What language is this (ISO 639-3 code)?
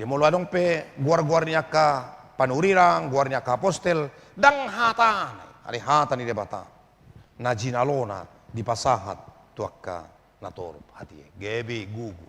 bbc